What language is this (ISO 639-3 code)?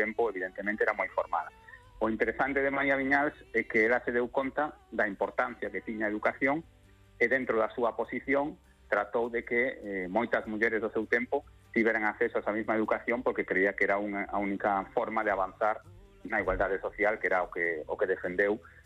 glg